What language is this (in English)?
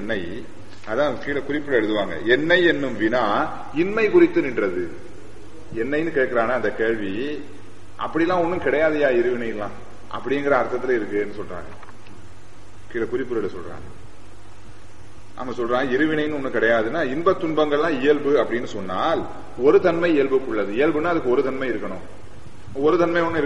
Tamil